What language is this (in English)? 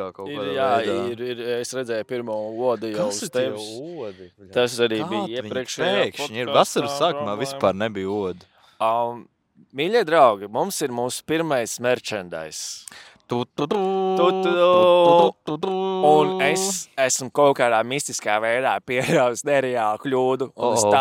Latvian